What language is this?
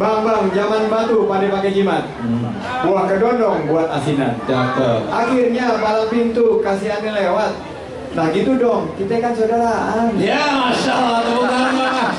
Betawi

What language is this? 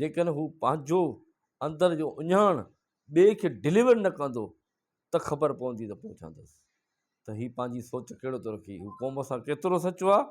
Sindhi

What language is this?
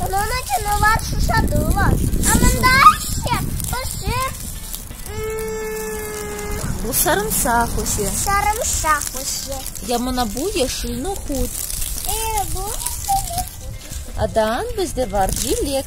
Crimean Tatar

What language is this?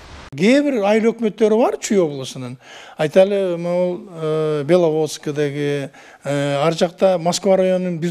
Kyrgyz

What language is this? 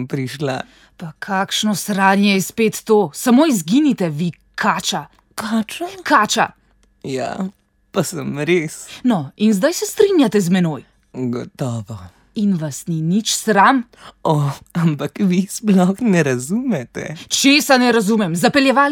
Slovenian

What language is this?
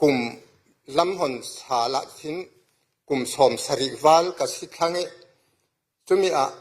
Falam Chin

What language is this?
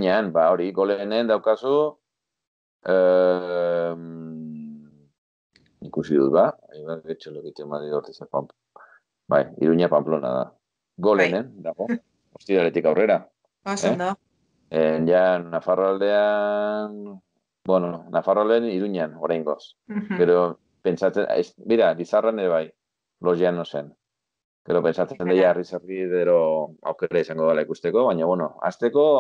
Basque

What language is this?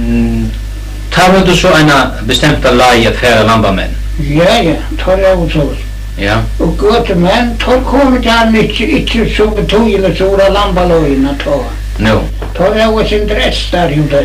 Faroese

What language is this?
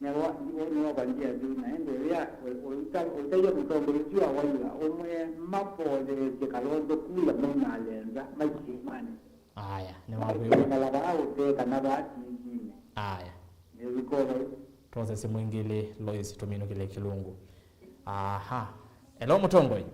Kamba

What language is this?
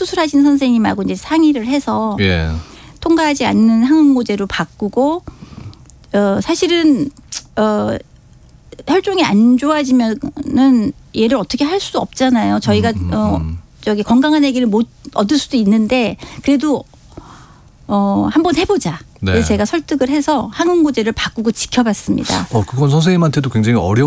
Korean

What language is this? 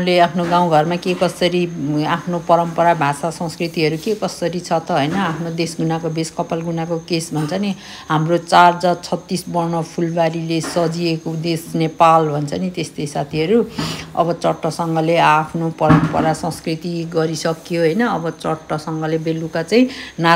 Nepali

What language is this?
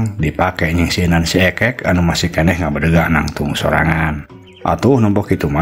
Sundanese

